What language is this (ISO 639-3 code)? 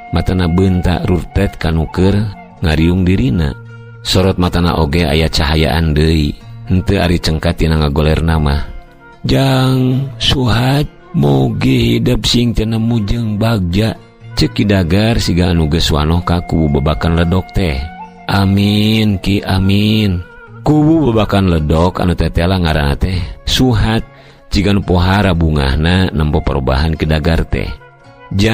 sun